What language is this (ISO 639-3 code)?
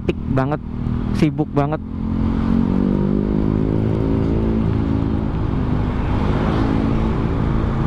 ind